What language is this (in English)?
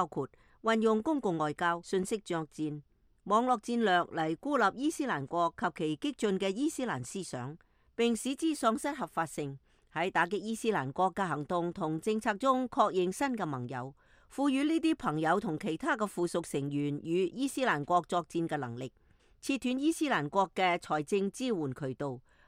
Cantonese